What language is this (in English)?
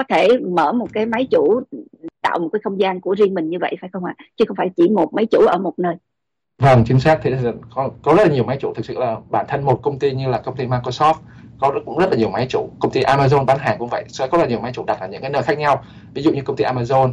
Vietnamese